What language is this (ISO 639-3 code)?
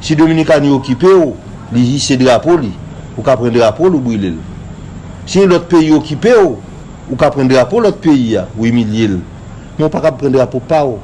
hat